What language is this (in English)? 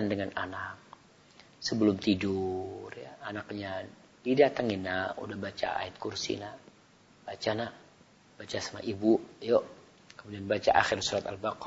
Indonesian